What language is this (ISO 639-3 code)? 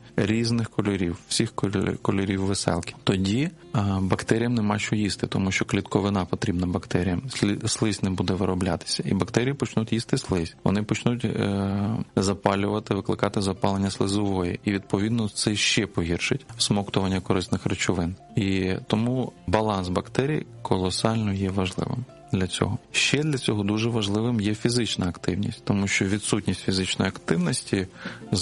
ukr